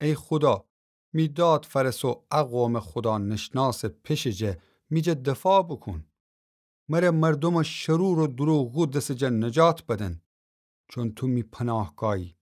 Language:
Gilaki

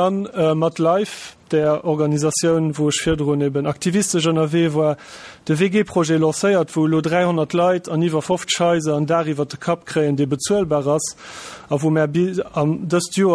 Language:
Luxembourgish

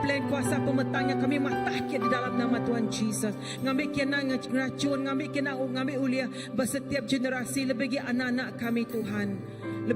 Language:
Iban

